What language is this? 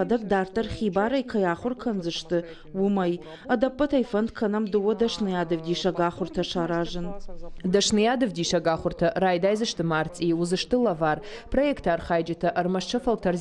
Ossetic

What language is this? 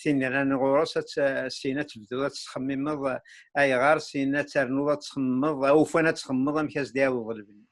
Kabyle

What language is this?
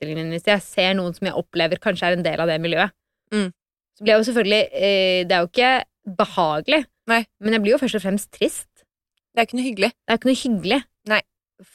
Norwegian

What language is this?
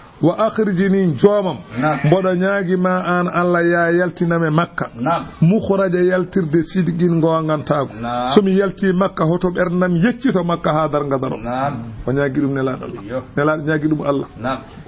Fula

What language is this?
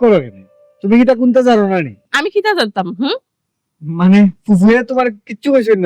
Sylheti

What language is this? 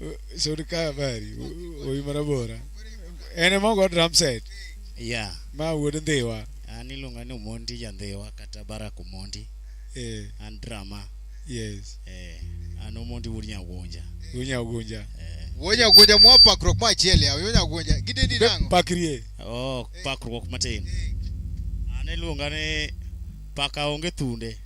Luo (Kenya and Tanzania)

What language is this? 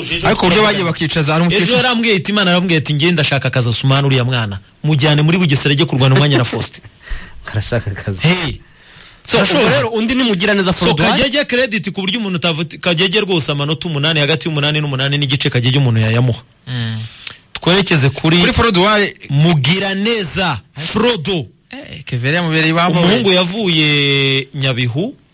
Kinyarwanda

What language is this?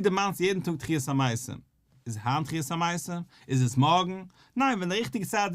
Yiddish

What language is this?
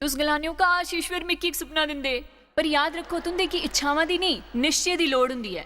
Dogri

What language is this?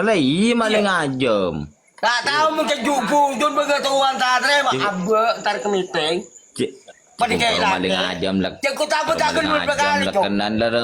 Madurese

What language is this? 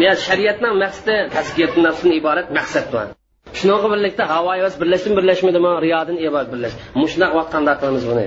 Uyghur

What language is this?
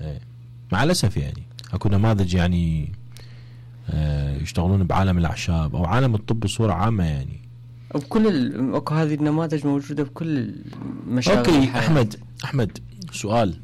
Mesopotamian Arabic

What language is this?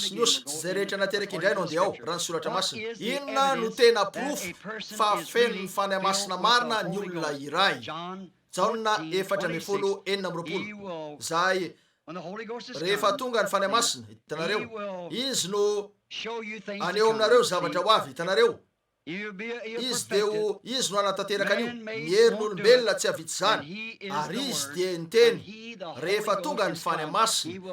Malagasy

